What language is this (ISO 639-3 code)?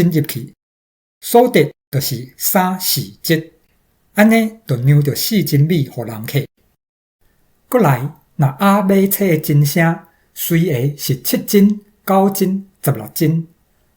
nan